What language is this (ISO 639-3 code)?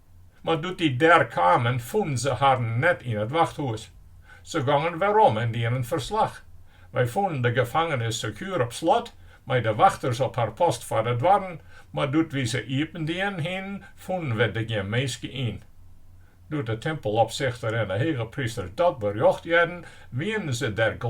fry